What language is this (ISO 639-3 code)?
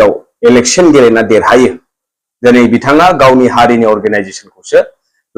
brx